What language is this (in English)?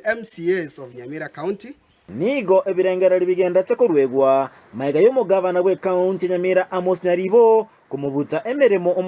Gusii